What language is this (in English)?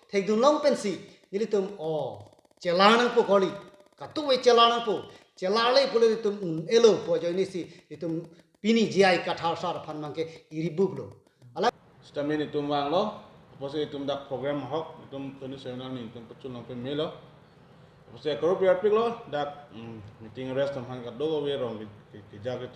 Karbi